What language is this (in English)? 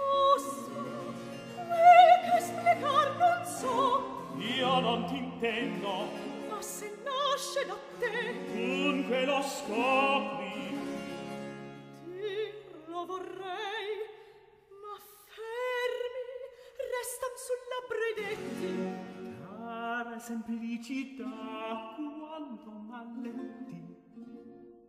Italian